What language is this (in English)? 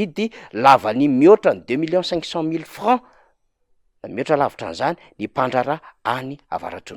Malagasy